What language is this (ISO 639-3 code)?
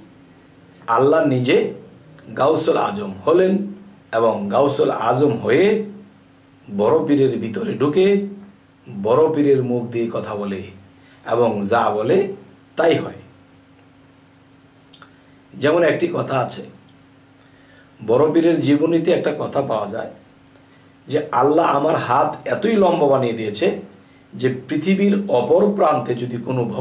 ben